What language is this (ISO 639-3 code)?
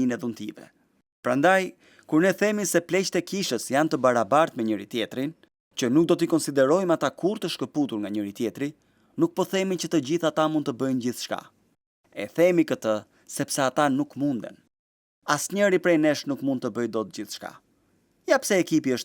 sqi